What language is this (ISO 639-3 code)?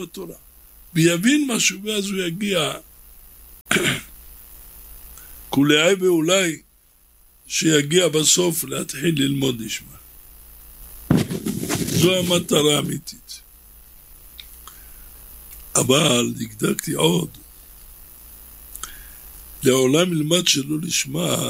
heb